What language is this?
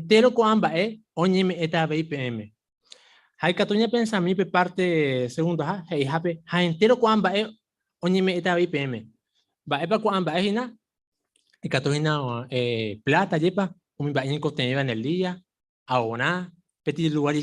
Guarani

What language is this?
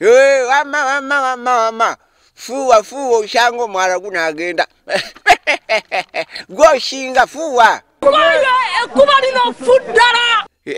Ganda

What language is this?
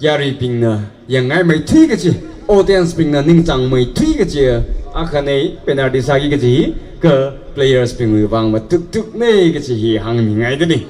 Tangkhul Naga (India)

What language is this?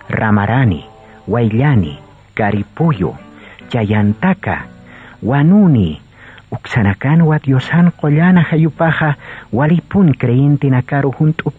Aymara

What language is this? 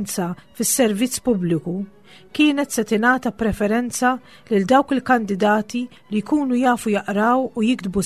Maltese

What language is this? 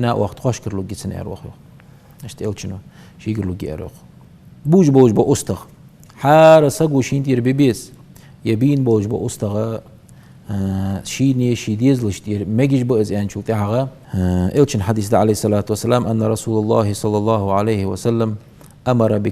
Ingush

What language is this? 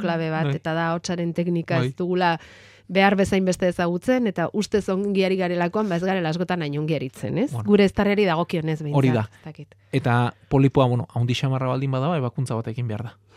Basque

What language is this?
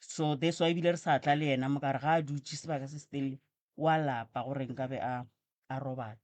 Northern Sotho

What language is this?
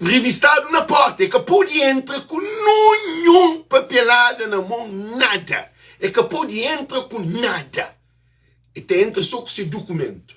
Kabuverdianu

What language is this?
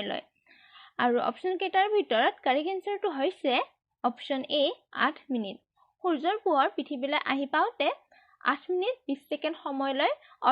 Assamese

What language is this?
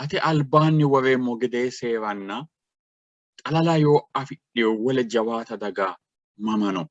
Sidamo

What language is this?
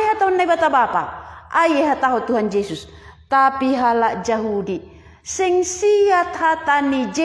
Batak Simalungun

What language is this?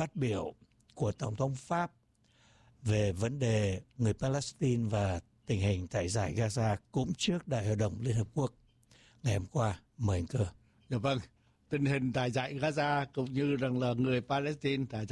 Vietnamese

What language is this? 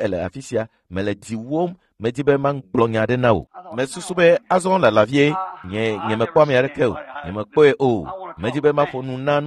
Ewe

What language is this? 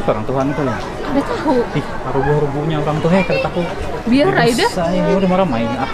Banjar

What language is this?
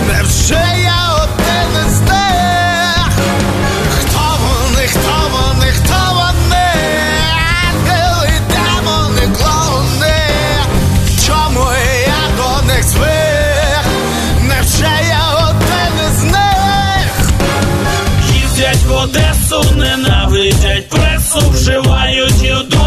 Ukrainian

